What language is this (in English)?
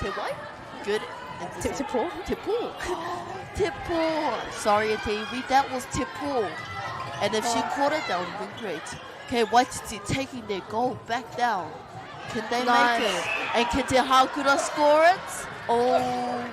Māori